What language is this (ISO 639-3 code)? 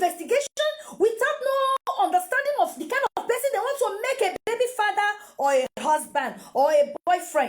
pcm